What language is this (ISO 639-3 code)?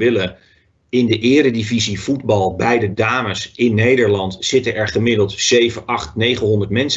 nld